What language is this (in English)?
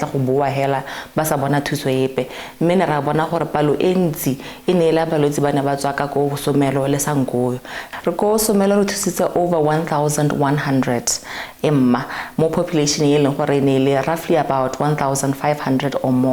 Tswana